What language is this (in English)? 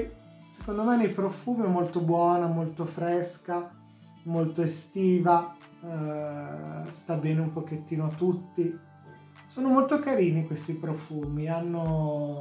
Italian